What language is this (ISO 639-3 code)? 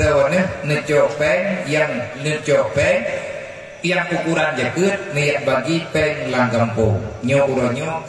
ace